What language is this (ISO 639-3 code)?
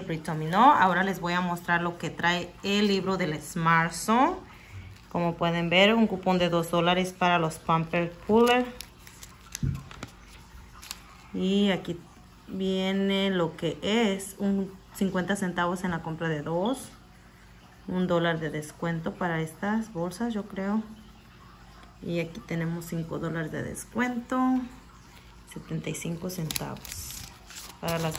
spa